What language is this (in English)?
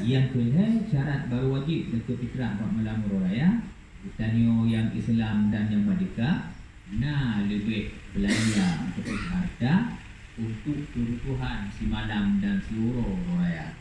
Achinese